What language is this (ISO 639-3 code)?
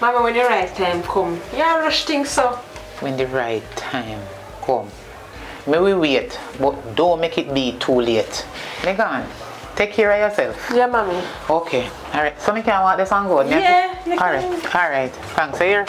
jam